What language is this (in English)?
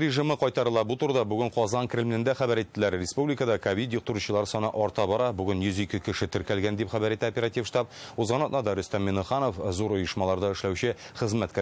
Tatar